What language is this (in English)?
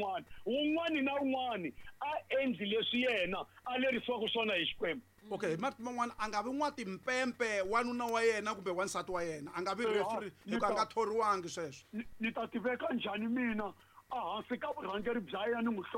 Tsonga